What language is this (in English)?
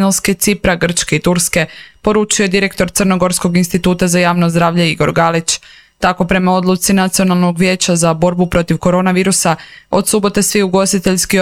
Croatian